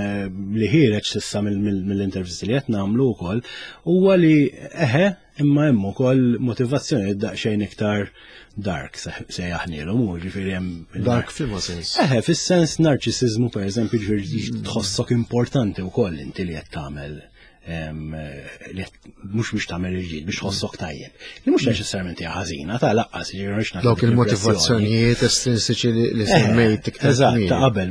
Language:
Maltese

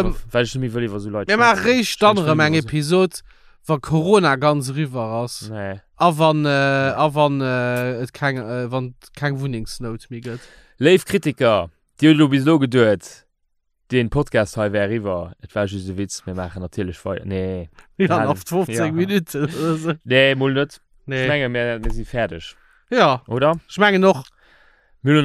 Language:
Luxembourgish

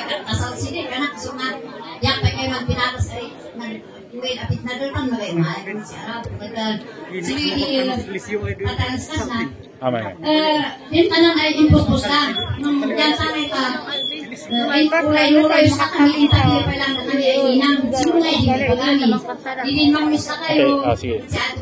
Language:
Kankanaey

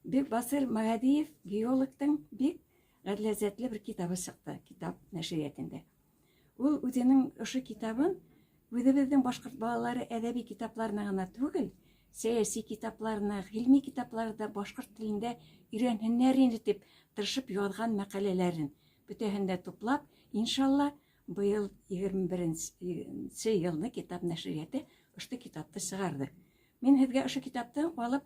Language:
Bashkir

